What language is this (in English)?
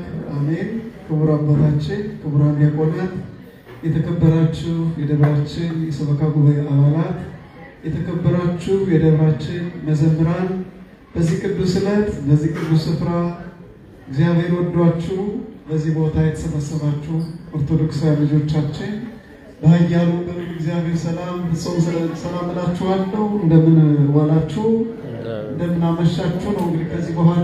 Amharic